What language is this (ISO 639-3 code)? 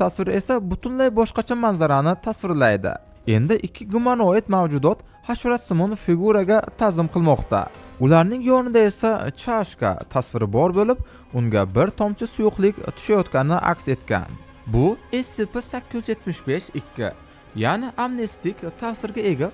uzb